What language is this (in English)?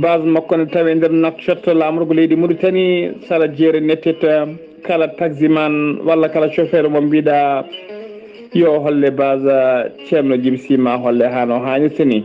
Fula